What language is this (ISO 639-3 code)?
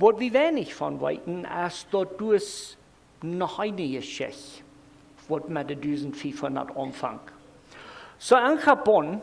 pdt